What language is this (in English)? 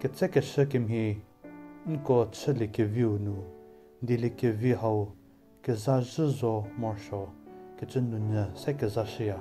Angami Naga